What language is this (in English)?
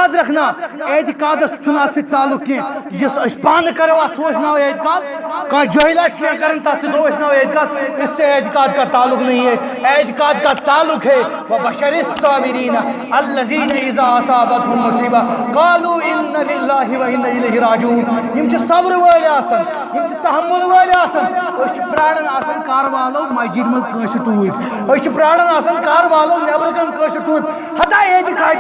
Kashmiri